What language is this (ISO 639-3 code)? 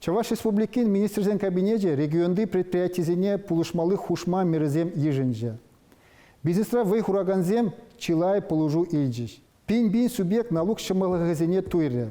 chv